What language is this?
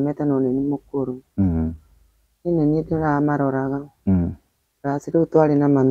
Kikuyu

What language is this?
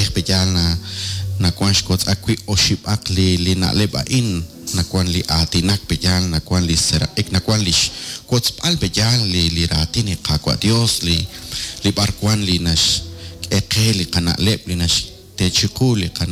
Kekchí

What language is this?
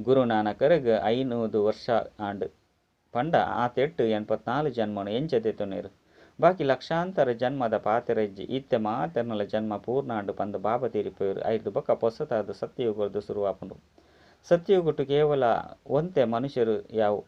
Tulu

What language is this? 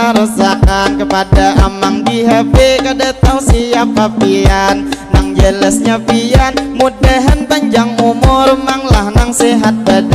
Banjar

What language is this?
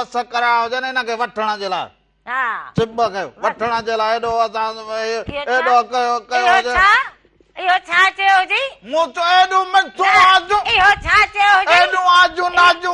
Sindhi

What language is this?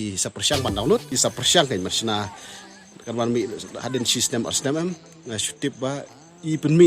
Khasi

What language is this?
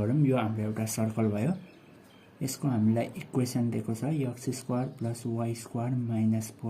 Nepali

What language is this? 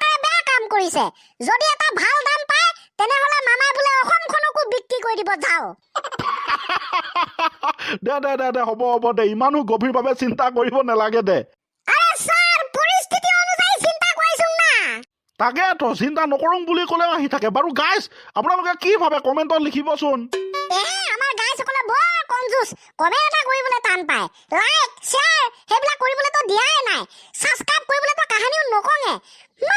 Assamese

